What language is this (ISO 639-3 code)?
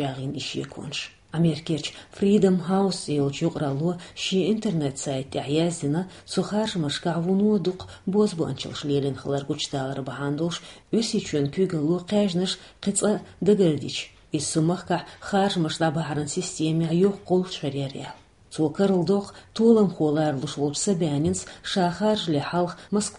che